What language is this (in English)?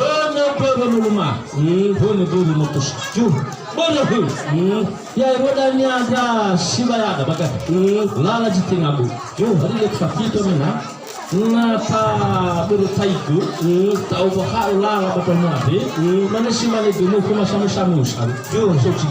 Nias